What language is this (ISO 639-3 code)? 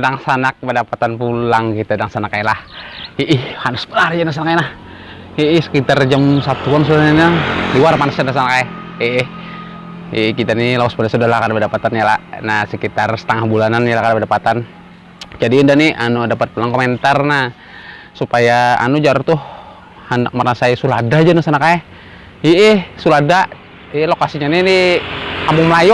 bjn